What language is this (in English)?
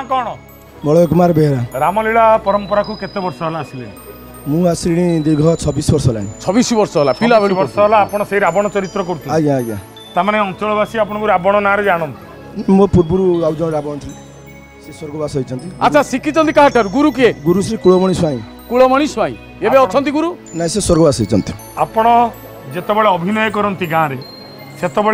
Odia